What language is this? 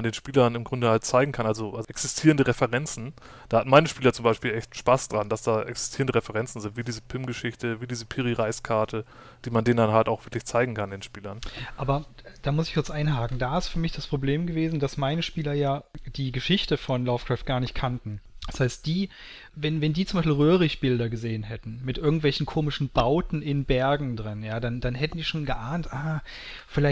German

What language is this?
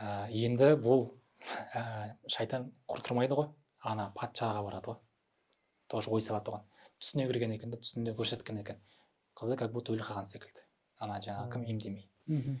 Kazakh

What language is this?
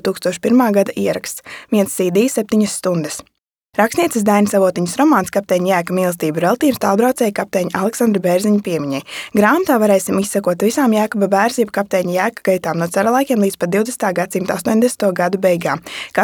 Latvian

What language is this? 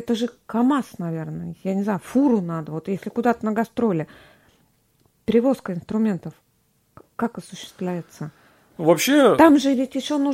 Russian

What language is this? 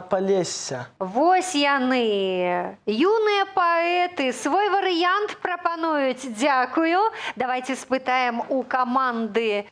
Belarusian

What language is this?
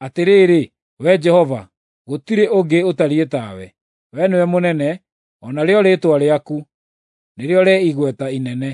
Kikuyu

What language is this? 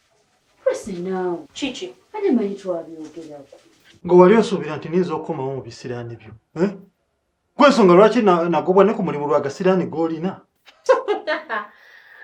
Ganda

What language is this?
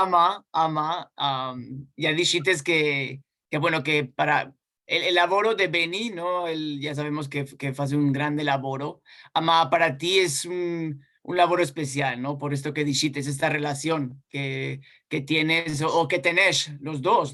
Ladino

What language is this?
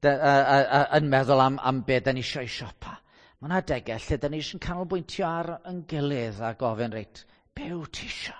Welsh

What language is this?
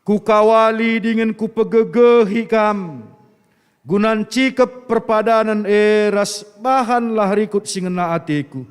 Batak Karo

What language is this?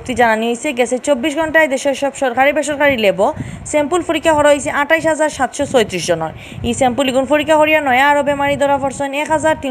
Sylheti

